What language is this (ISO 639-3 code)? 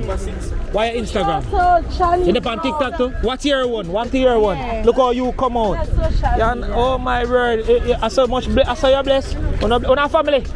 jam